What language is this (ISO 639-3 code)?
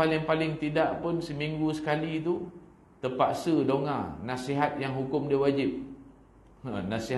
msa